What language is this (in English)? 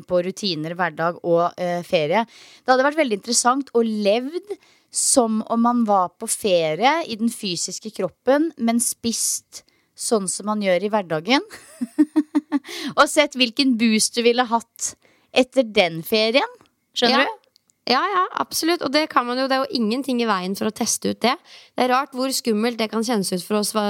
Norwegian